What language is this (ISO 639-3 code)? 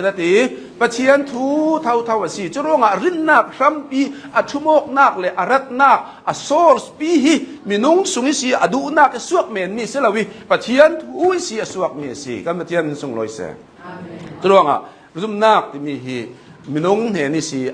cnh